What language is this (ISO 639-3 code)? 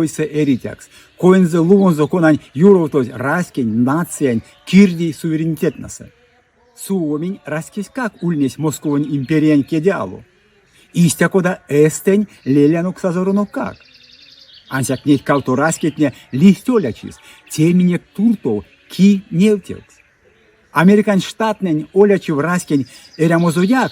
myv